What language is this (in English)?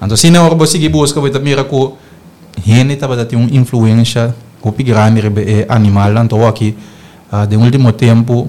Papiamento